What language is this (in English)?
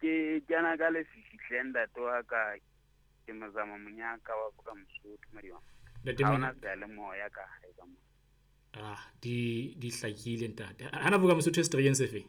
Southern Sotho